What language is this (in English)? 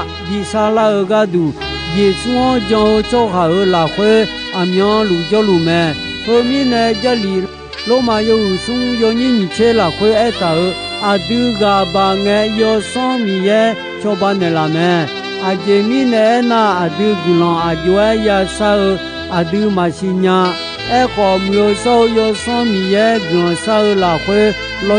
Akha